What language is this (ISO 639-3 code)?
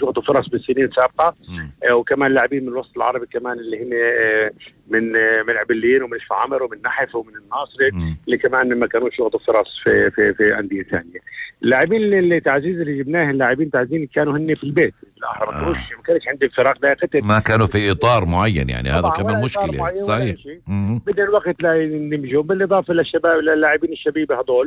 apc